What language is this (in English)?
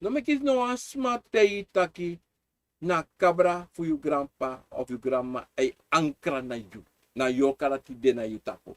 Sranan Tongo